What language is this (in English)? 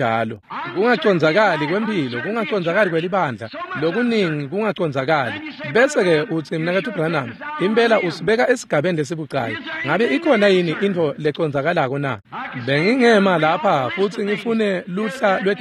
Swati